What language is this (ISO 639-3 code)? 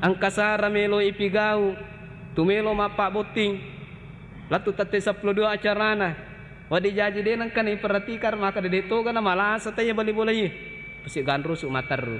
bug